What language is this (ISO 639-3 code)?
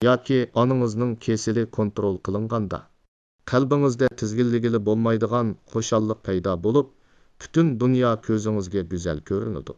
uig